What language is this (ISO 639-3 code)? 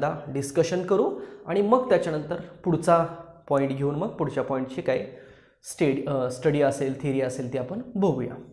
mar